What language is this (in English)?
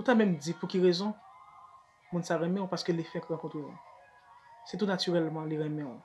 Haitian Creole